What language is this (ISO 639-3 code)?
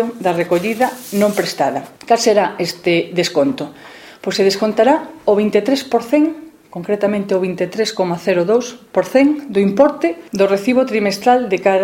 glg